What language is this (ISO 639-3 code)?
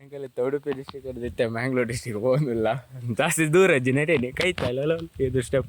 tcy